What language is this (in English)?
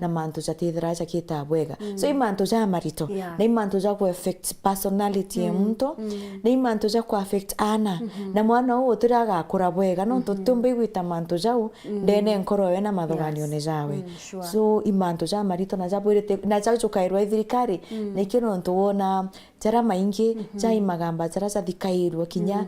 Meru